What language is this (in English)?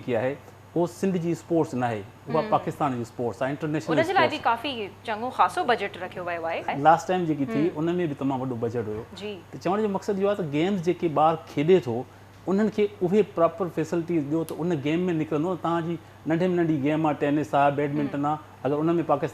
Sindhi